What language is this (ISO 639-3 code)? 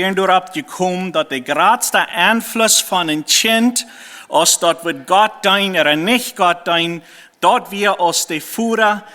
pdt